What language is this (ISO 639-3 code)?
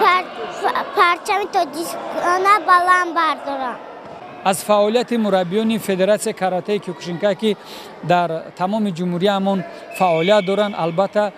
tgk